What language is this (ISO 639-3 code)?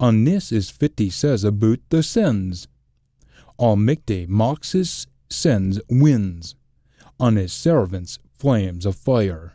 sco